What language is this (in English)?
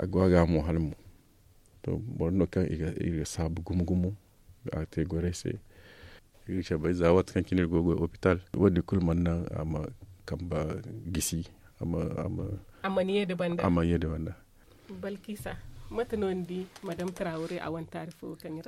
Zarma